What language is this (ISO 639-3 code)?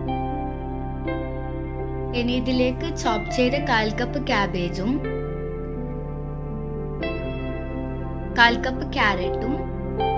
mal